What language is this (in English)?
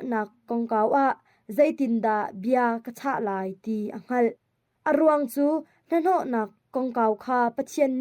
Hakha Chin